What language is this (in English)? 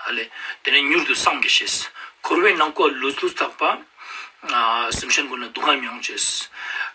Ladakhi